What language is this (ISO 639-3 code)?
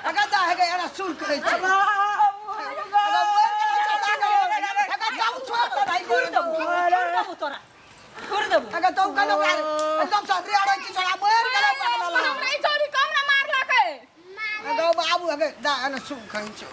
mai